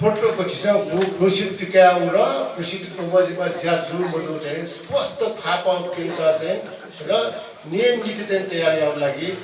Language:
Newari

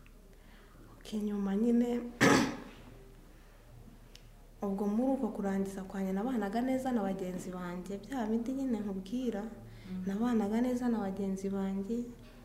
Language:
Kinyarwanda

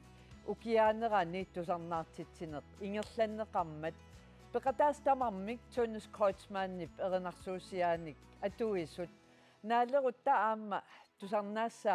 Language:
Kalaallisut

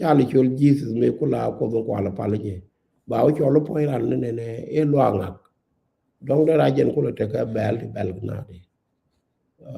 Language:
Nuer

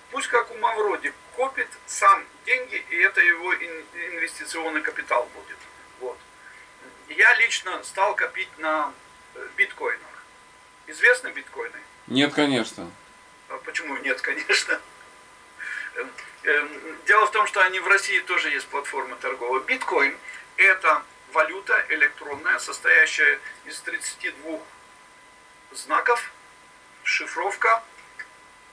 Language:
Russian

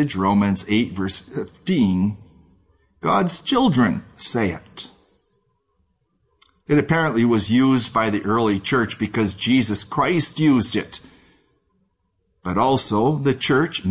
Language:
English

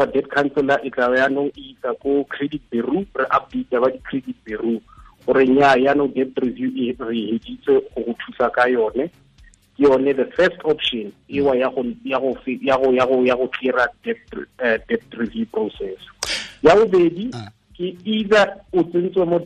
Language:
Tswana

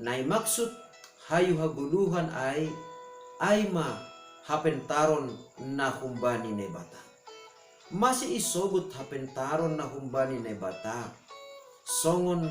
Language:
Batak Simalungun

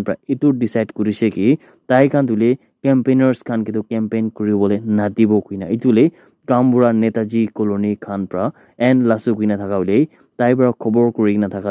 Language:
Naga Pidgin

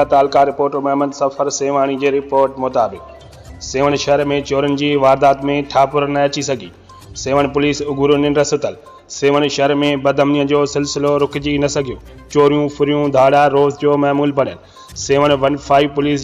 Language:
Sindhi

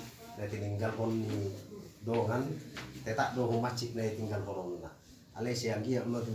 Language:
Batak Toba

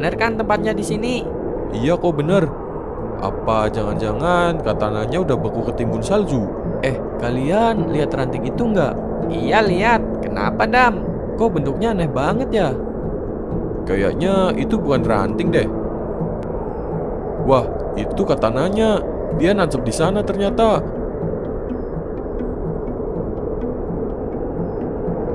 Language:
Indonesian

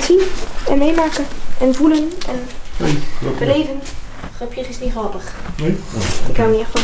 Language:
Dutch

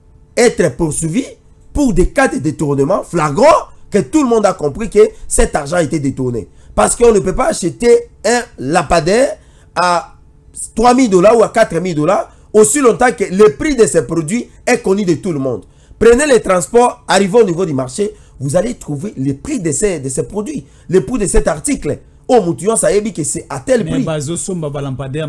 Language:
French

